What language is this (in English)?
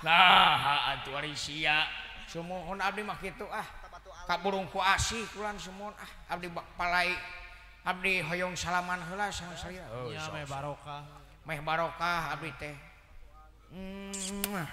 Sundanese